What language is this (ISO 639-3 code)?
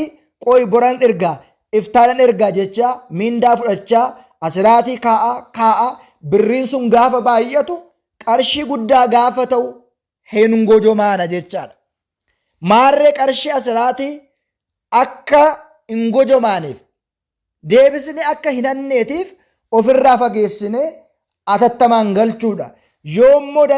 orm